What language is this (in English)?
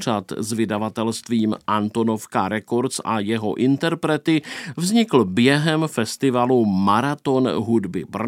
Czech